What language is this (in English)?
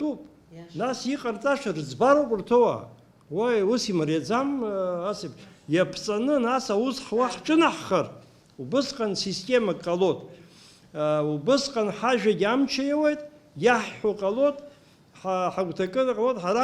Abkhazian